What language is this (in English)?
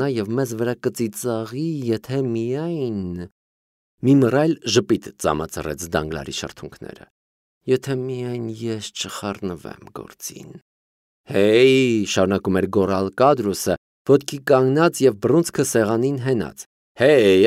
Armenian